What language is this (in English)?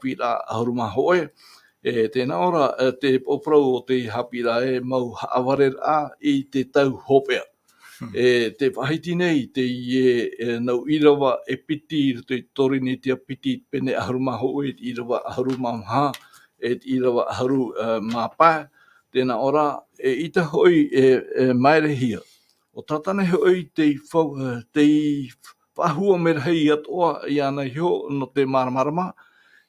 Tahitian